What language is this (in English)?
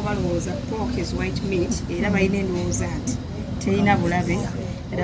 Ganda